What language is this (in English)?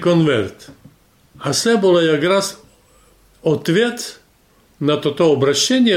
Rusyn